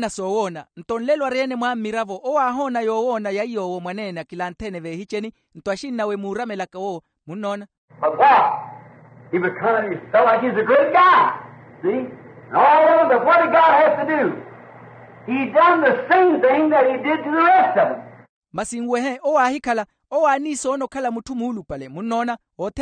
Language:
Makhuwa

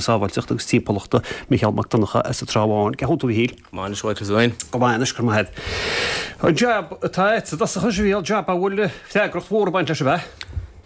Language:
Irish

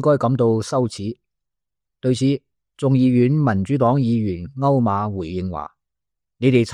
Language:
Cantonese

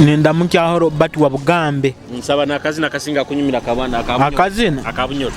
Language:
Nyoro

